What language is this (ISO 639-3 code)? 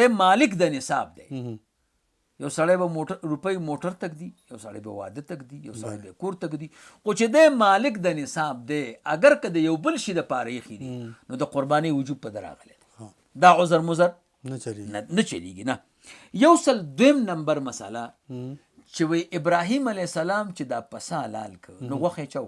pus